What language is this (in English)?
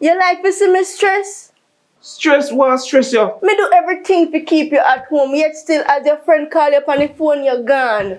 Jamaican Creole English